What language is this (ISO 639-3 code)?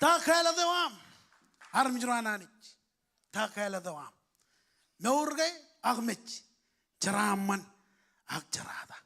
mah